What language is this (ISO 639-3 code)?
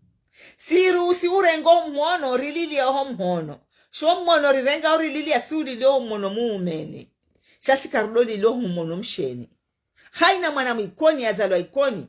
zdj